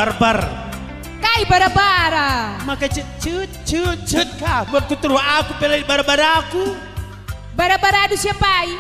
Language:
Batak Karo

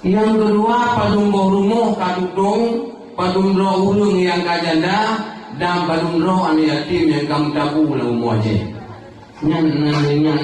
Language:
Achinese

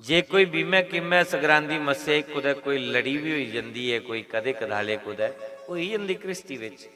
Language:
Dogri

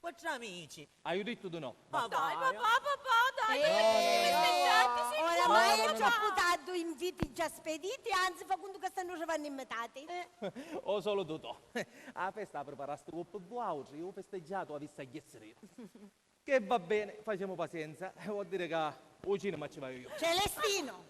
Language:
Sicilian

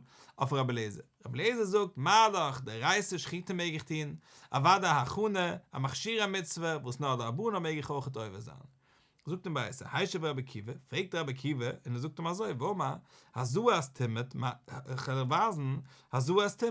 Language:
Yiddish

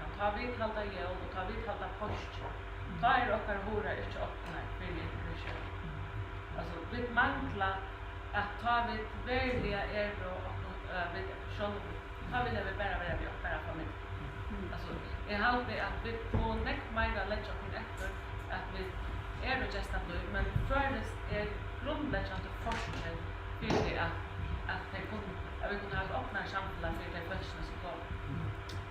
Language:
Faroese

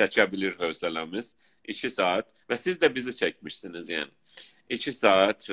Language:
South Azerbaijani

